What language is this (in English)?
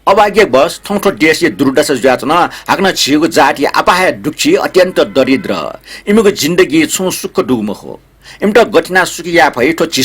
Newari